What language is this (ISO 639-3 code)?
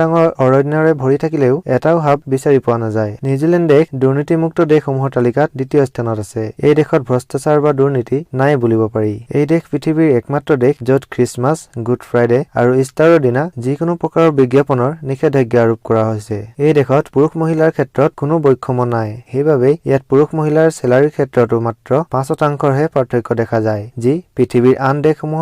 asm